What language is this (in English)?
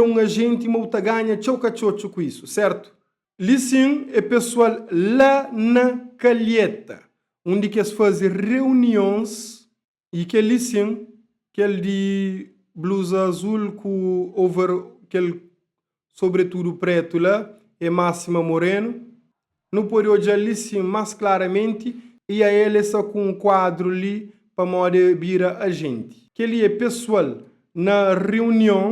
Kabuverdianu